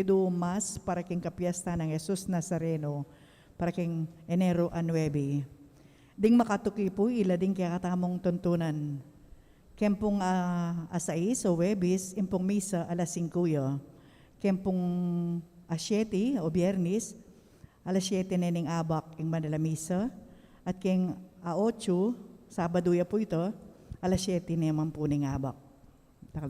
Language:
Pampanga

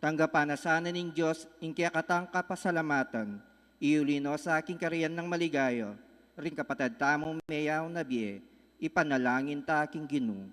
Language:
Pampanga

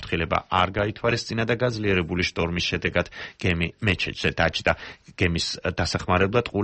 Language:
Georgian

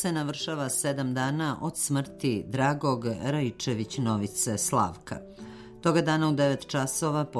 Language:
Serbian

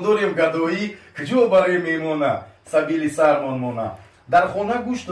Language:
Tajik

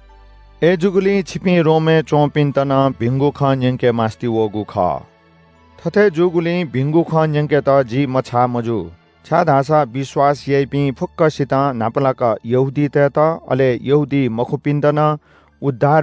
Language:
Newari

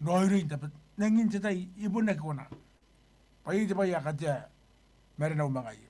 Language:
Gilbertese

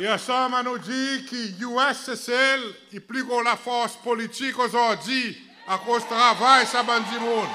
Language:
Seselwa Creole French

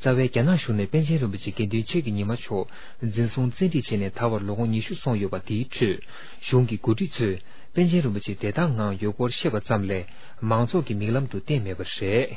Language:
Tibetan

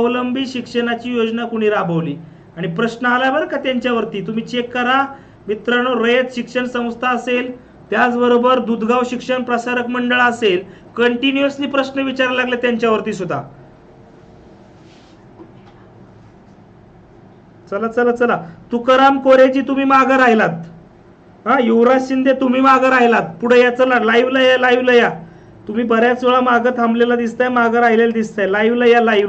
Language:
Marathi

